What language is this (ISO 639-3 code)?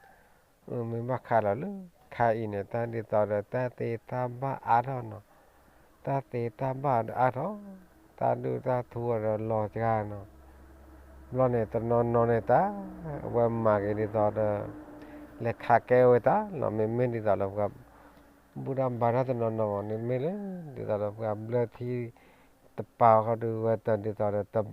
ksw